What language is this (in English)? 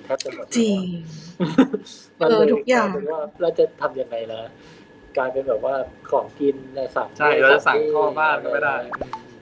Thai